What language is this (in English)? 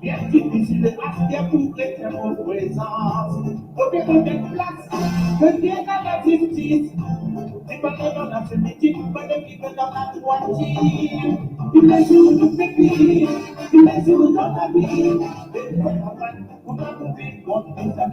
Morisyen